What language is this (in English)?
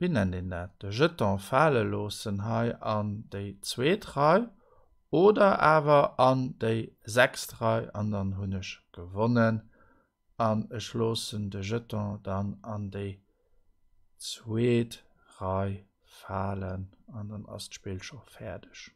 Luxembourgish